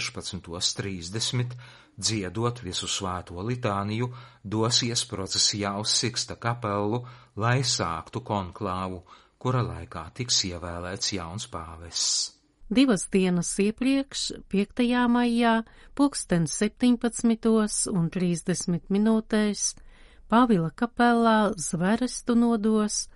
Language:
Latvian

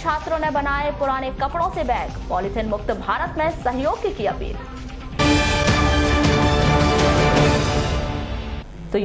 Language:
Hindi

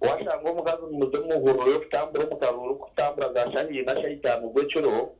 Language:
Nyankole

